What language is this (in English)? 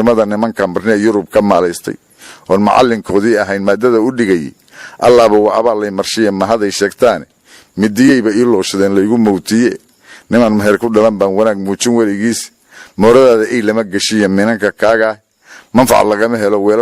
Somali